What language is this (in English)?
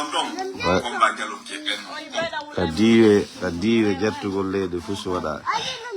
Fula